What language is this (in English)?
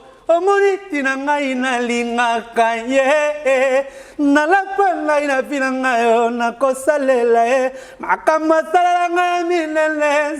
Lingala